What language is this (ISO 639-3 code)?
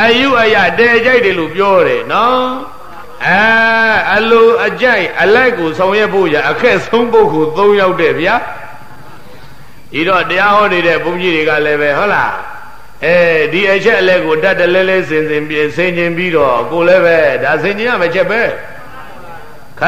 mya